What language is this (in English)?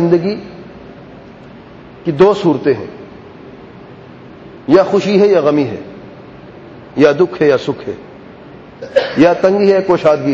Urdu